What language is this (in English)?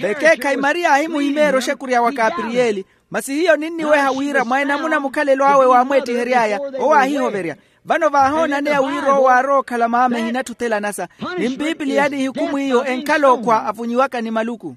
Makhuwa